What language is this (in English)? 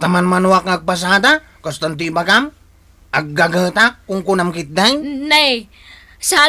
Iloko